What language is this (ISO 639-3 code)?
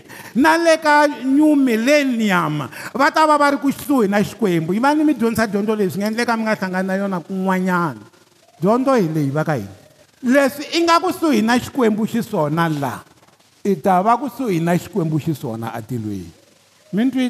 tso